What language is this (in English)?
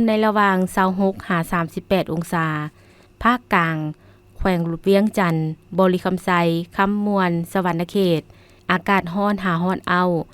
Lao